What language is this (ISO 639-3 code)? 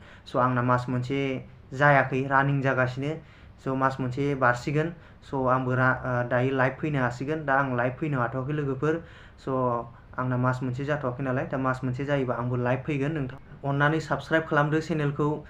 brx